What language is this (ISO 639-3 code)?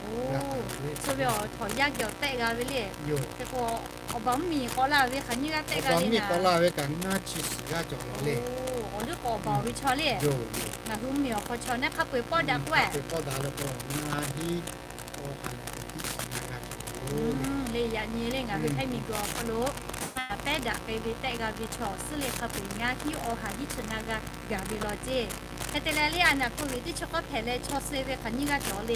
lhu